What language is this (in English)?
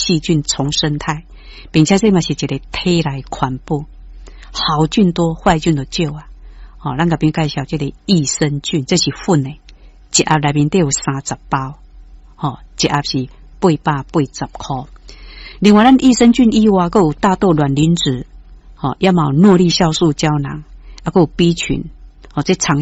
Min Nan Chinese